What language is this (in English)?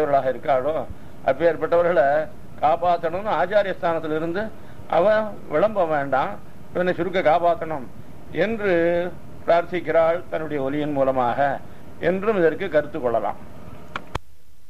Tamil